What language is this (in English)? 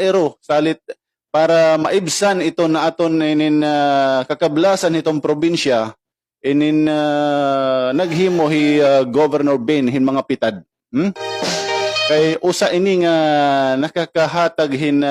Waray